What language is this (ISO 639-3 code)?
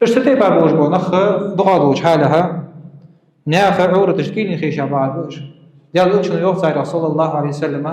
inh